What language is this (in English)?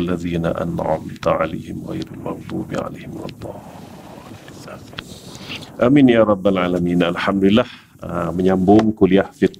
Malay